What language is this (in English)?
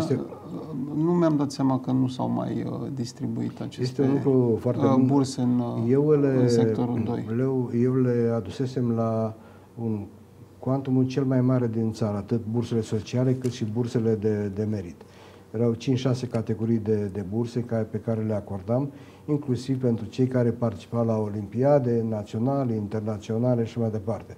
Romanian